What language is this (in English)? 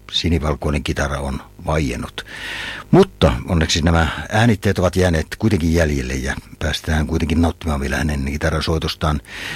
Finnish